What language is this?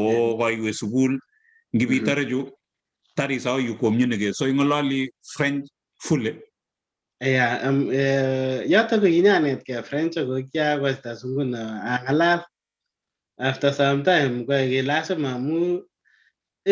Kalenjin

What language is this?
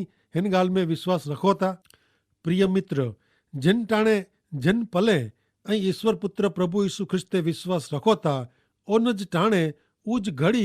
Kachhi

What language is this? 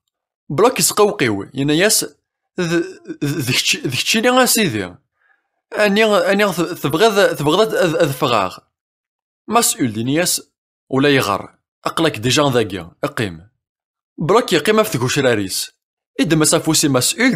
Kabyle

